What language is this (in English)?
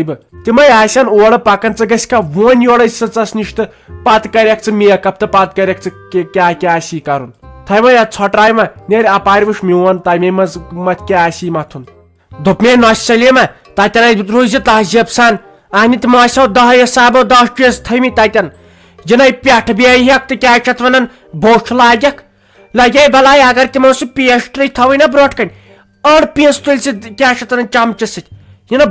Kashmiri